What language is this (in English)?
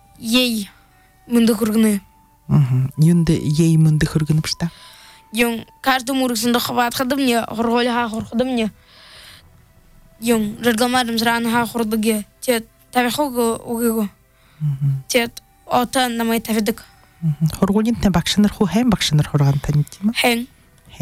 Buriat